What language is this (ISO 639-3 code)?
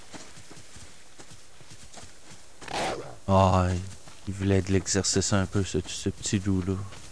fra